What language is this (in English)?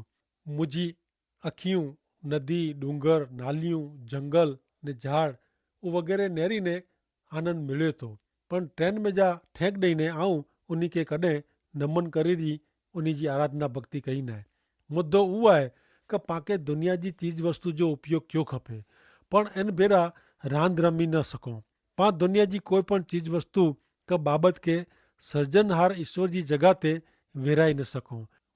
Kachhi